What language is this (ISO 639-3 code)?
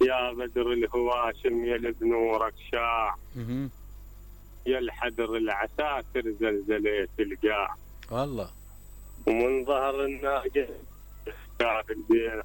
acm